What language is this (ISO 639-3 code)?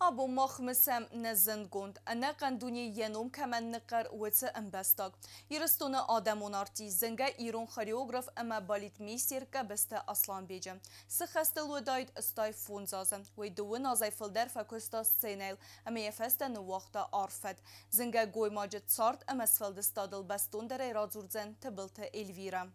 oss